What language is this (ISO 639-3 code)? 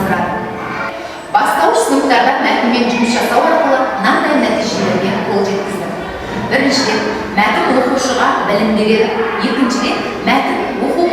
kaz